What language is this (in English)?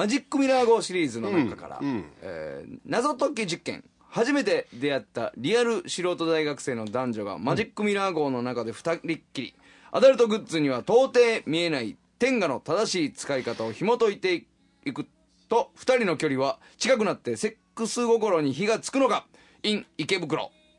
Japanese